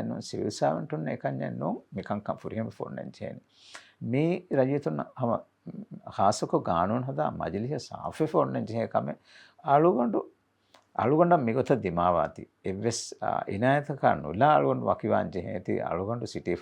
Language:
Divehi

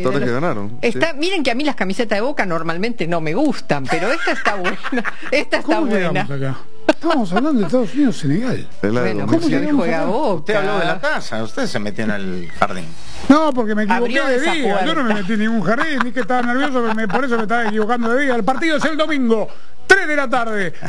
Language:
Spanish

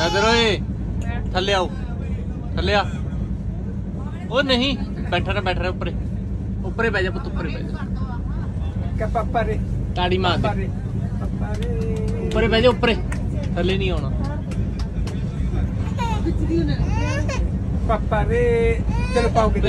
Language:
Punjabi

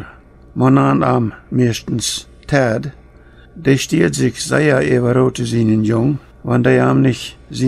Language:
Plautdietsch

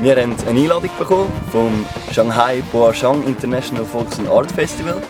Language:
Swiss German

